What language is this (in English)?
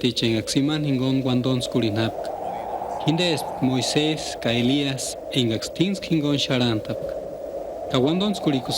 Purepecha